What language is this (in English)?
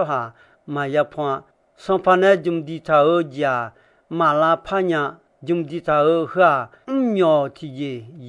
Akha